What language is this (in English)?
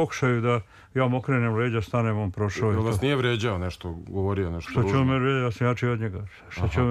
Serbian